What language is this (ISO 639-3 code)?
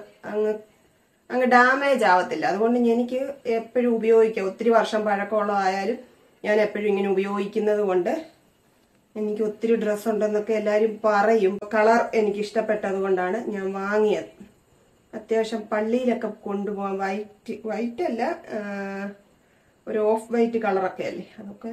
mal